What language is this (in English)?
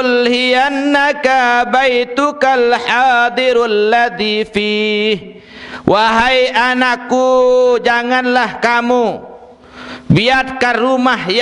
Sasak